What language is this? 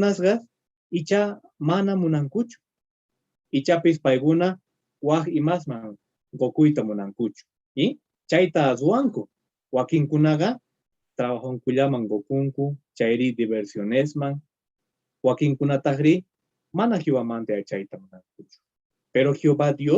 Quechua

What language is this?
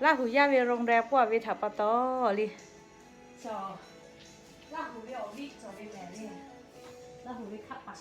Lahu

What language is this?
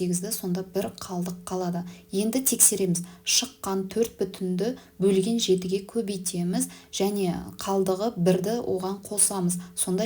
Kazakh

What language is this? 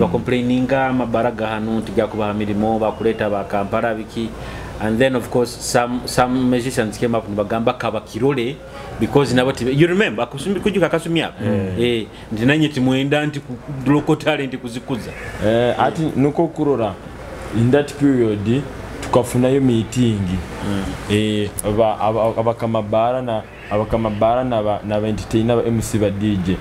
Nyoro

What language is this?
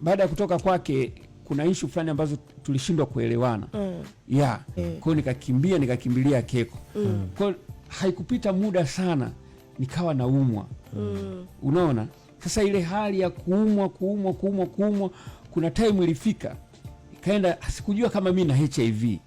Swahili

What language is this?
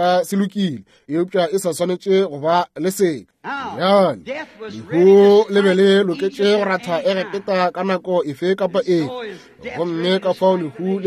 Northern Sotho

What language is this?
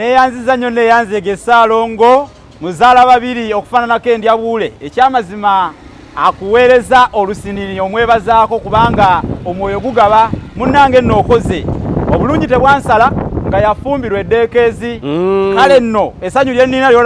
Ganda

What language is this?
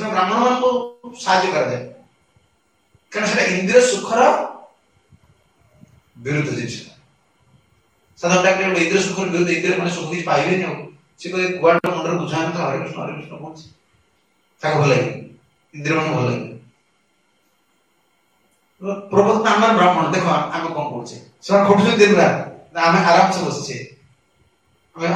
Odia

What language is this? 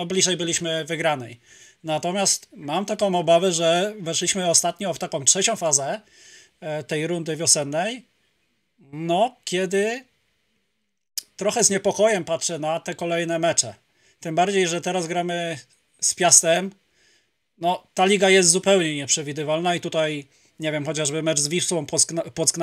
Polish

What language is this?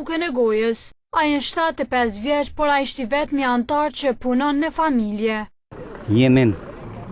Albanian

